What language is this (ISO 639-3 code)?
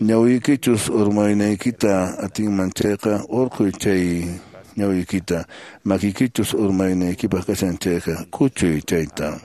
que